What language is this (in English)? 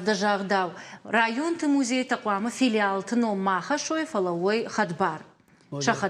Ossetic